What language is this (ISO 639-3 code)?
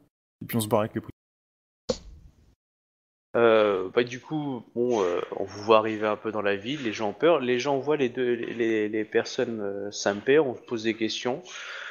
fra